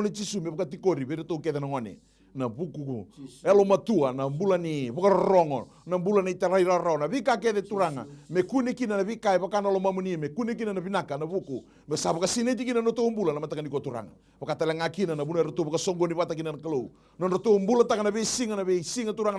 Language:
Fijian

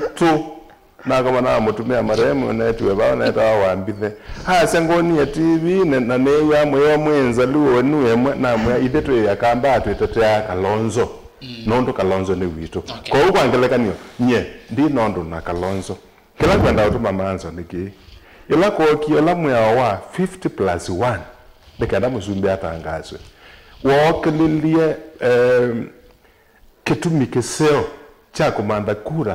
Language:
Kamba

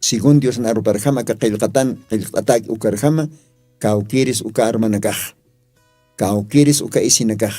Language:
Aymara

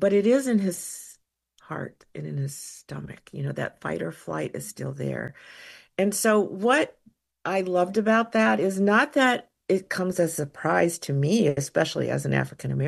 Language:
English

